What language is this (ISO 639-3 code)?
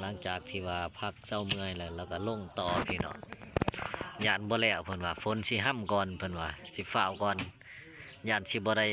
lao